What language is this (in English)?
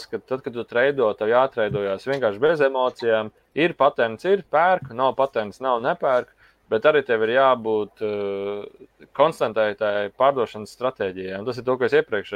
Latvian